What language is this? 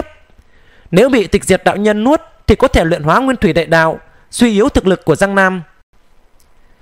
Vietnamese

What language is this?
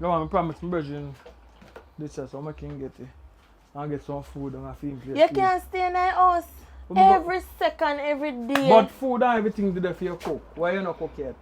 Jamaican Creole English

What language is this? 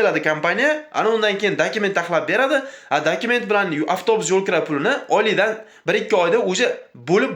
Uzbek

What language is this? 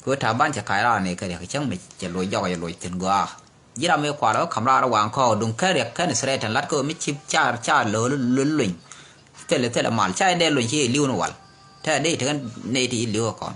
Nuer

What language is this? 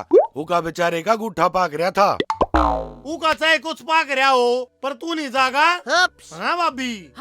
Haryanvi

